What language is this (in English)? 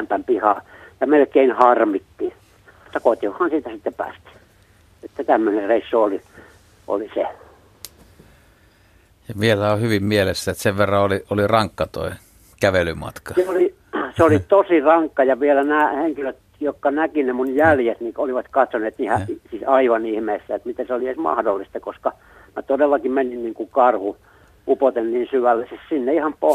Finnish